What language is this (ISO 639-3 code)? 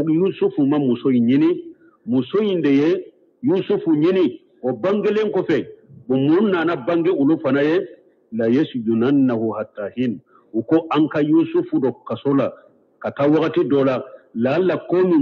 bam